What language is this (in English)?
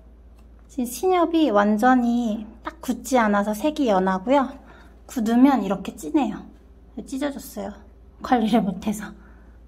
Korean